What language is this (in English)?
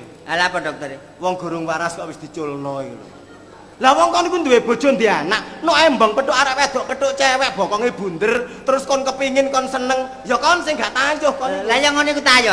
Javanese